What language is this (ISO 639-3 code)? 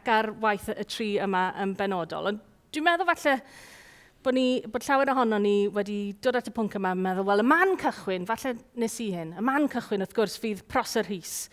cym